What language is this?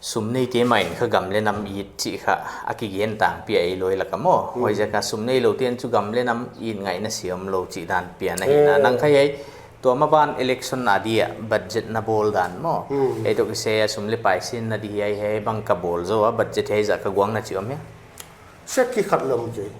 Paite Chin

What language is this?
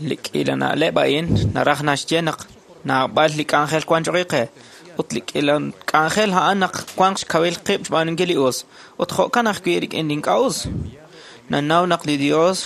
Kekchí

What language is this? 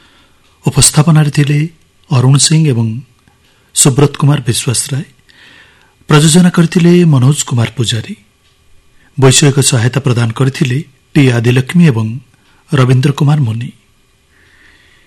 Odia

